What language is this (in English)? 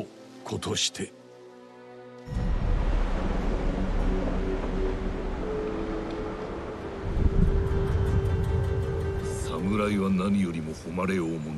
Japanese